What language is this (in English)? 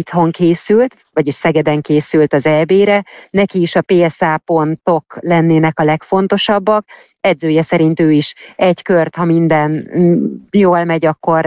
Hungarian